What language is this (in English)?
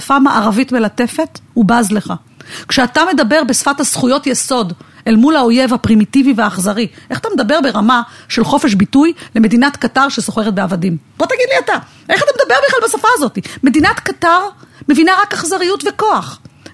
Hebrew